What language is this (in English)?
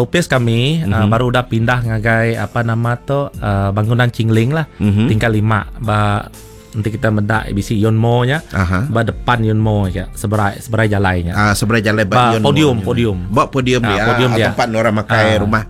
Iban